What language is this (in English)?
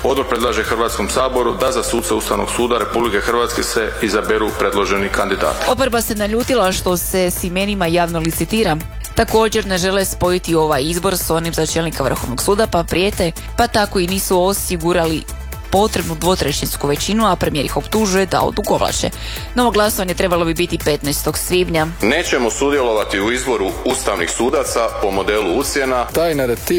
Croatian